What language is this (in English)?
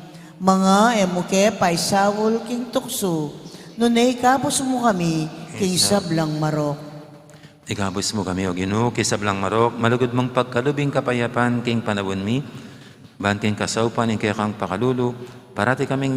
Pampanga